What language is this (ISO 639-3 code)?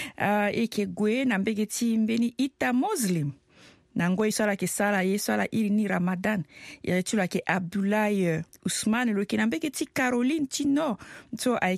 sag